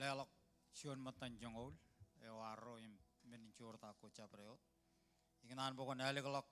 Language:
Marshallese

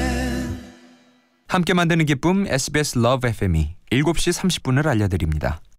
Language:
Korean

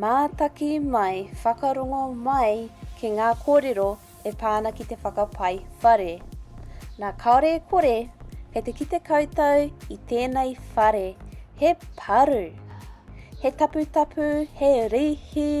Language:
Māori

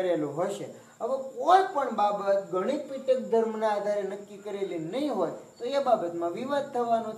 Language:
Gujarati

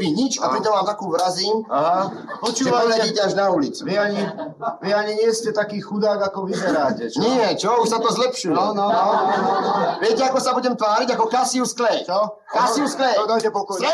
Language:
Slovak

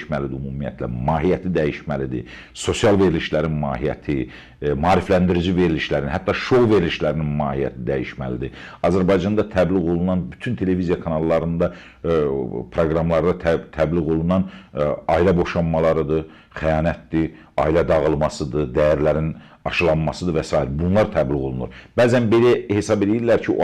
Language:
Azerbaijani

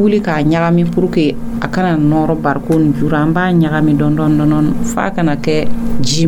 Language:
Dyula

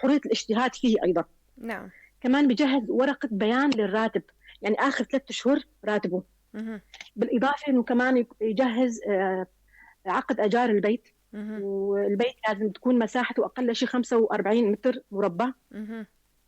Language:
North Levantine Arabic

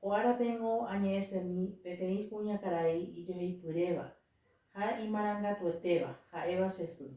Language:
Guarani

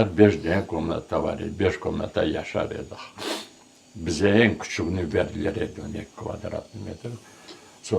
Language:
Crimean Tatar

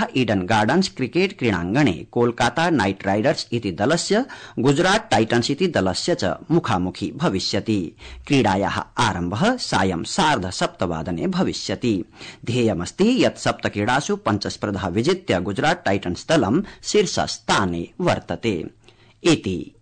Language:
Sanskrit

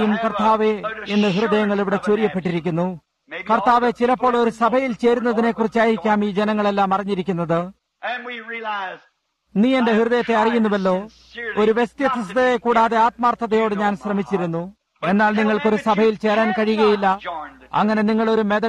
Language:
Malayalam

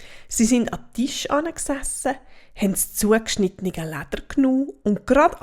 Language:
Swiss German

